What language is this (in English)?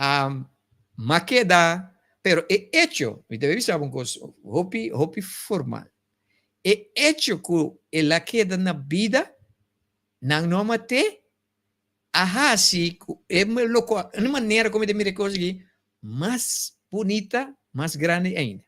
Papiamento